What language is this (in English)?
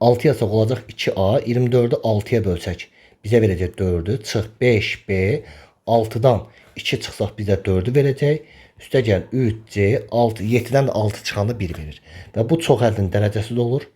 Azerbaijani